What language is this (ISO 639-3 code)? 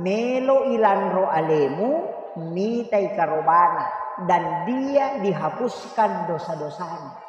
bug